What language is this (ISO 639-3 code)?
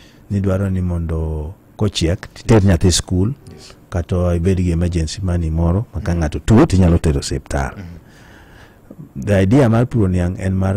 luo